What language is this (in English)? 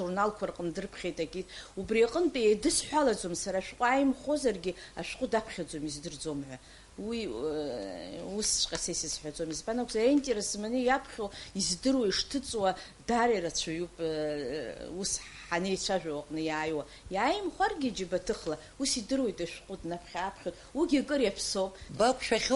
Abkhazian